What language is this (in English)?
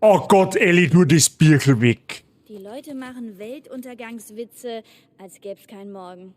Bavarian